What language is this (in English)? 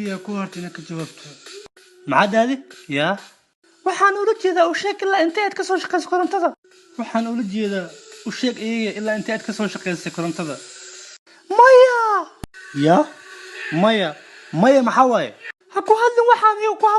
Somali